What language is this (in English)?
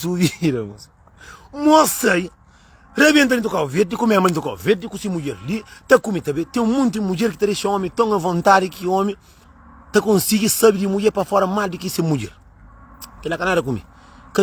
Kabuverdianu